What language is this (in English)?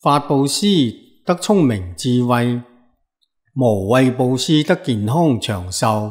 Cantonese